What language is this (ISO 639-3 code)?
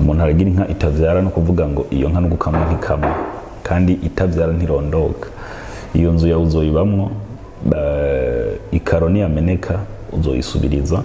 run